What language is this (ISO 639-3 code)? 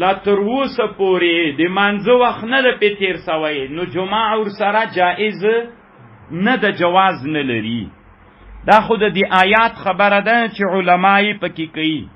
pus